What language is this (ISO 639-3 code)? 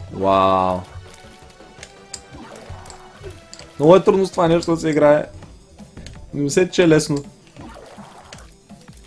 bul